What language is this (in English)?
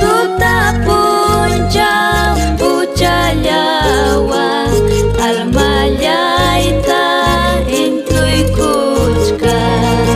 Ayacucho Quechua